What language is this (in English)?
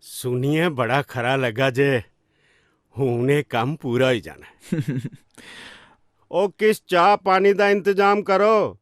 Dogri